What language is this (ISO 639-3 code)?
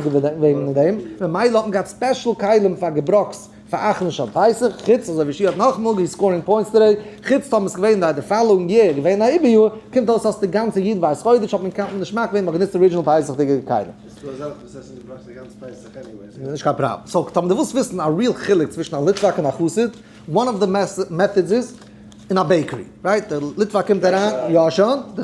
yid